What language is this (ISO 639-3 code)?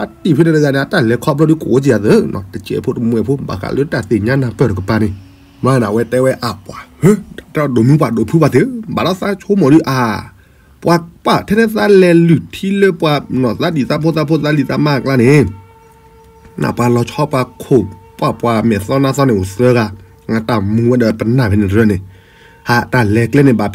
ksw